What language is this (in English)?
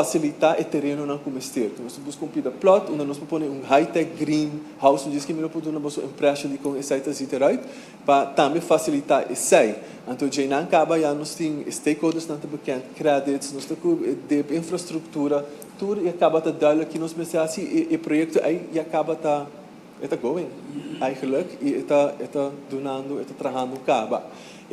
Papiamento